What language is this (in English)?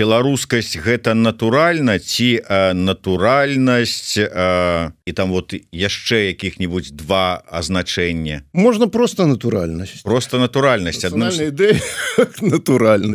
Belarusian